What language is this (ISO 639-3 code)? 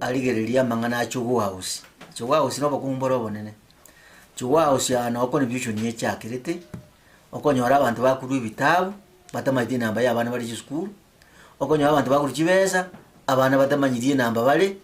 guz